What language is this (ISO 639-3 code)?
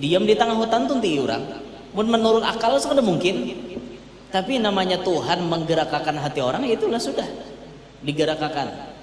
bjn